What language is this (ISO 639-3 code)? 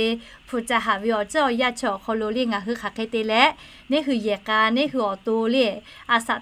lhu